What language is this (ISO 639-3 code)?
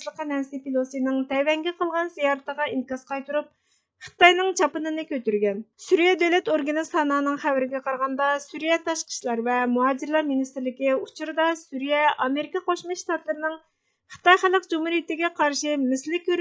uig